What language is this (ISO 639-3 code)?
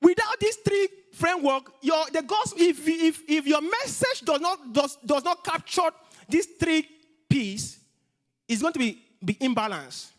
eng